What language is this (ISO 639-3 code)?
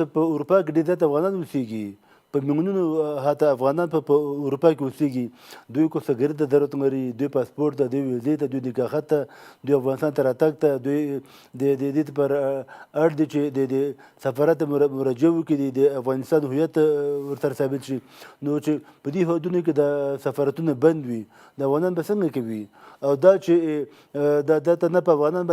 pus